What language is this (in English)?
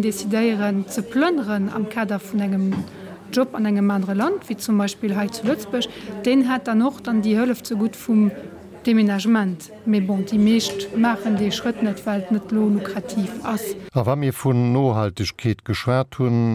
Luxembourgish